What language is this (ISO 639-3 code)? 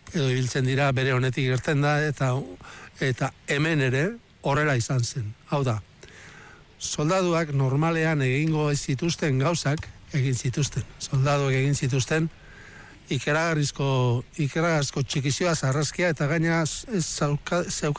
eus